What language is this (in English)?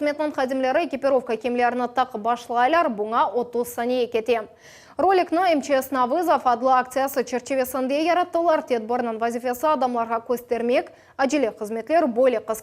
Crimean Tatar